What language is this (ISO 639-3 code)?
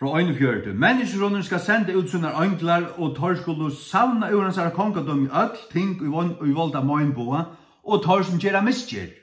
fao